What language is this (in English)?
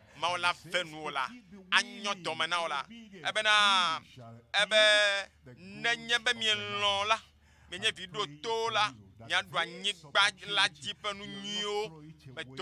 Ewe